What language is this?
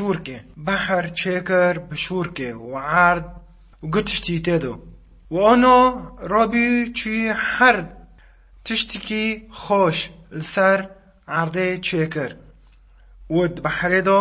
Kurdish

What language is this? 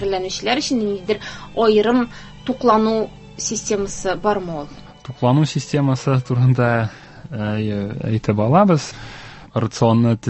Tatar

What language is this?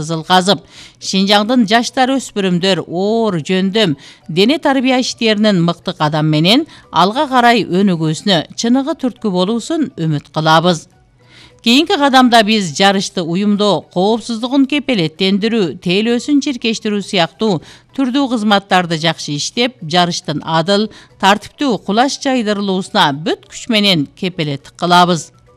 Kyrgyz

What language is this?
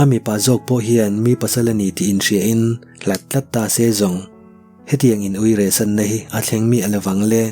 Mizo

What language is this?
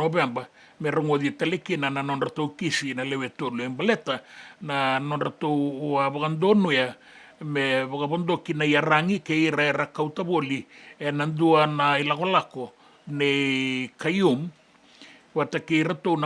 Fijian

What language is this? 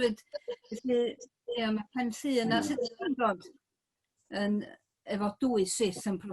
Welsh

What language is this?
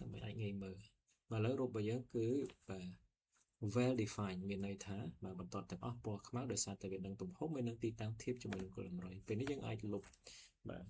Khmer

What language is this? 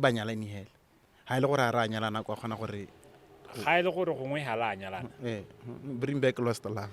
Tswana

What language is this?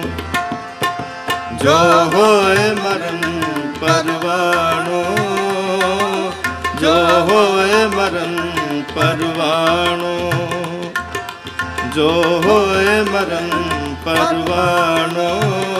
Punjabi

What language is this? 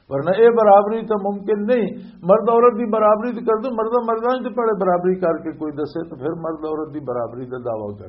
Western Panjabi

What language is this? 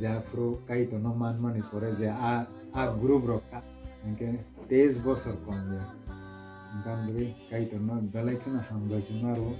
Kok Borok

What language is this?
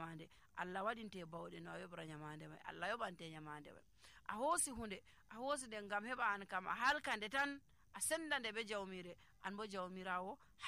Nigerian Fulfulde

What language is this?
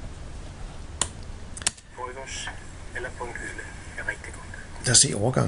Danish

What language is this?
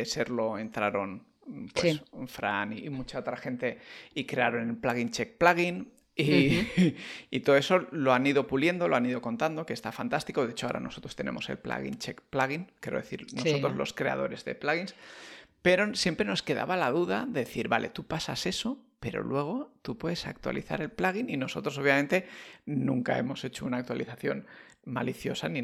Spanish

